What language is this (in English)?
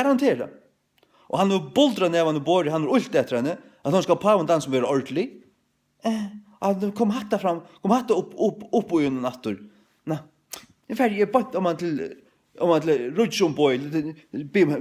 Faroese